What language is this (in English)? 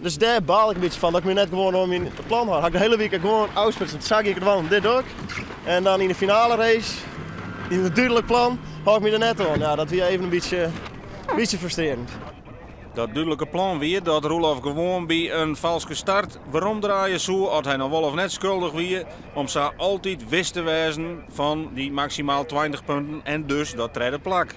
Western Frisian